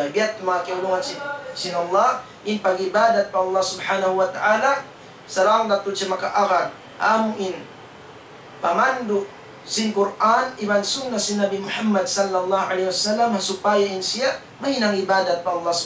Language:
Tausug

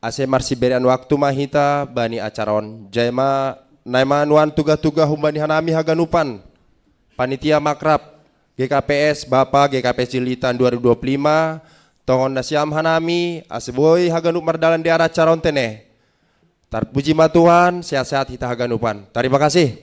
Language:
Batak Simalungun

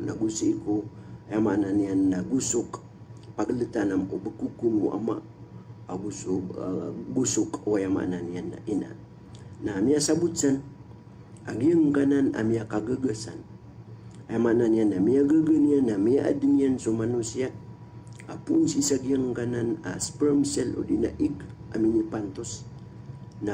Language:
Maranao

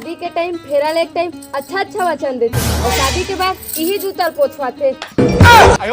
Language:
Chhattisgarhi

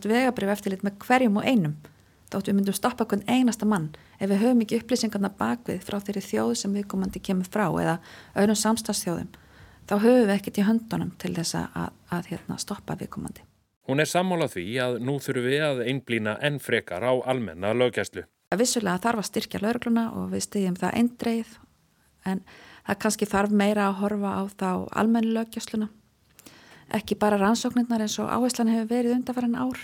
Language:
Icelandic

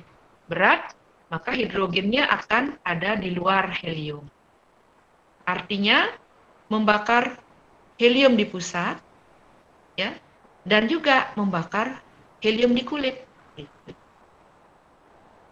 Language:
Indonesian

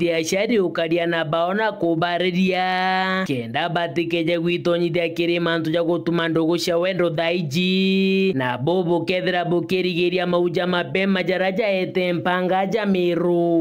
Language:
Meru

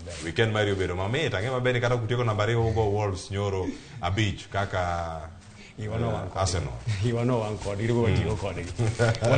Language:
Luo (Kenya and Tanzania)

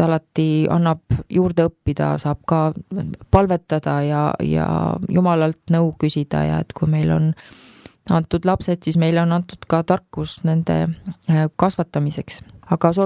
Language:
Estonian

